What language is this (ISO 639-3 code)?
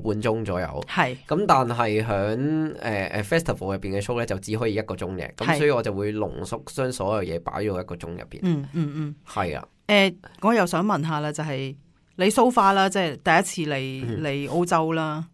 yue